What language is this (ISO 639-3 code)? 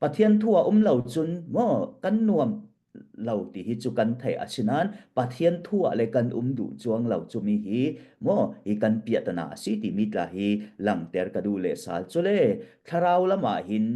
cfm